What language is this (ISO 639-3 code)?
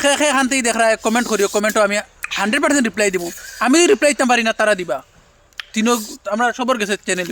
syl